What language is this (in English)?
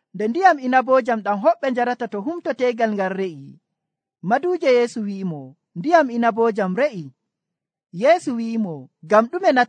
Nigerian Fulfulde